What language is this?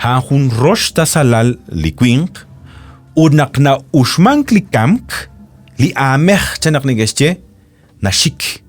Kekchí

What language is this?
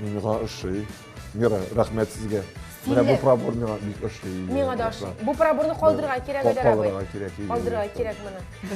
Tatar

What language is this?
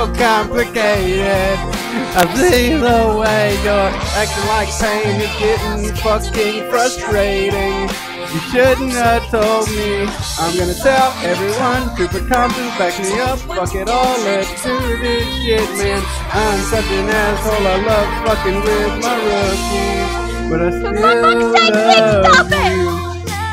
English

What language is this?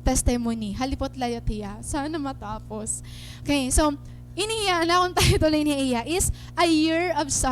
Waray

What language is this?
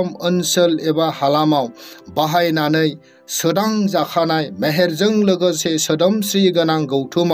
Bodo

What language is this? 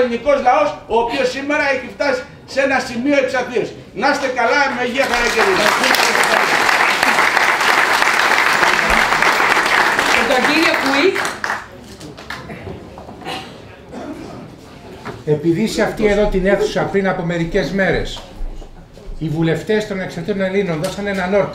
Greek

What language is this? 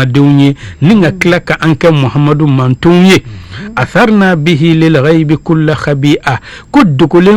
Bambara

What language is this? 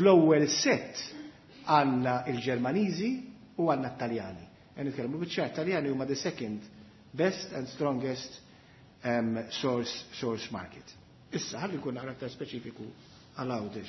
Maltese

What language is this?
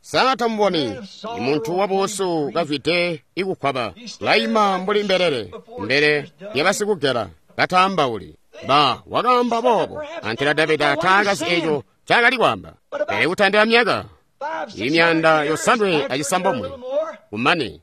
Tonga (Zambia)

